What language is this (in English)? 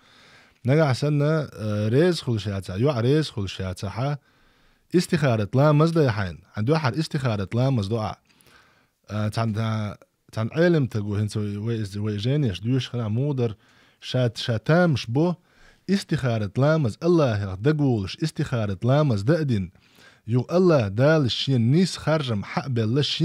Chechen